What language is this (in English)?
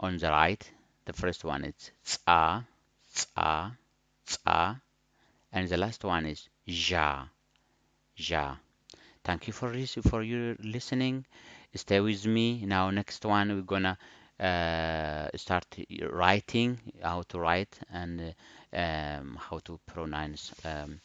English